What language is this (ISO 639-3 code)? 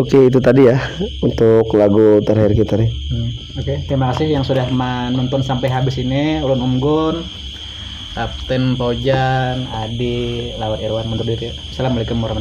bjn